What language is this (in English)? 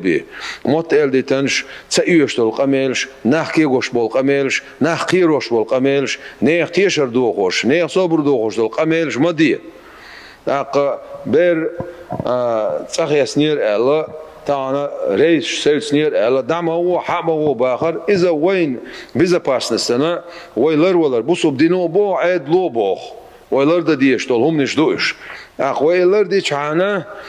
Chechen